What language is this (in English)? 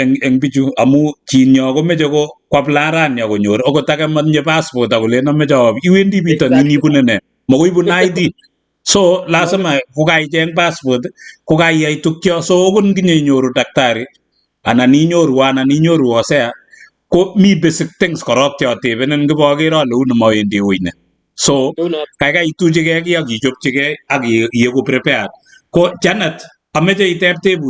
Kalenjin